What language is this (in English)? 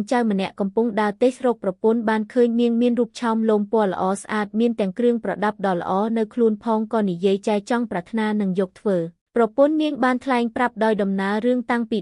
Khmer